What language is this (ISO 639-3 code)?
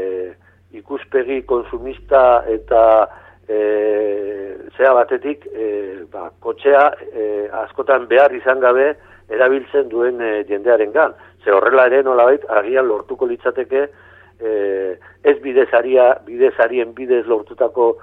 eus